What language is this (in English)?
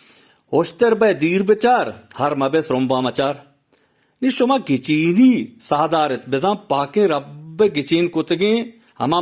Eastern Balochi